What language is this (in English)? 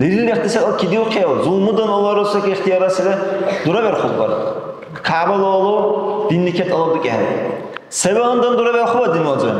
Dargwa